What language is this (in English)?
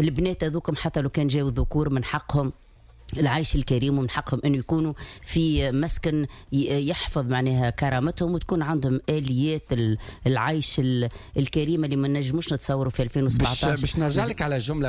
Tunisian Arabic